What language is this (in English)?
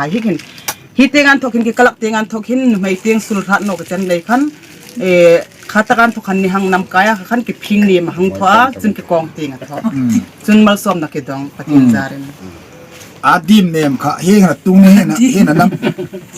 Hmar